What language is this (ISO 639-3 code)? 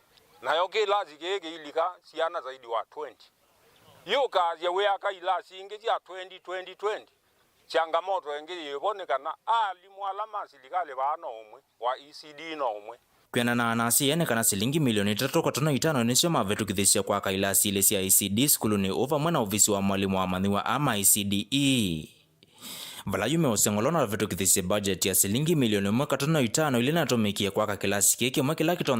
kam